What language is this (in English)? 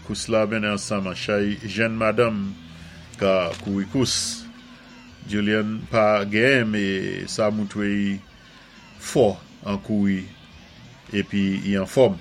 Saint Lucian Creole French